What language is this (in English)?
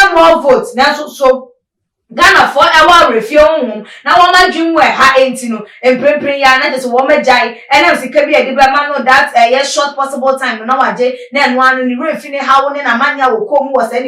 Akan